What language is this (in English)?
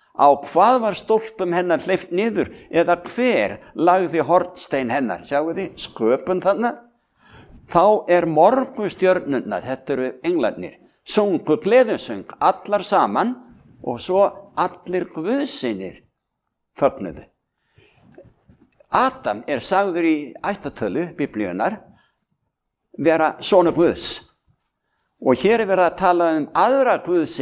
Icelandic